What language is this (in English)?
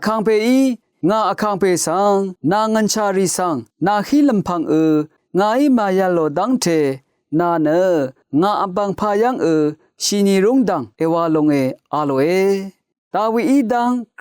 Rawang